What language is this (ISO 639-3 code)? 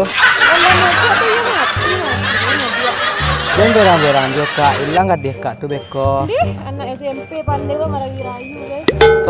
min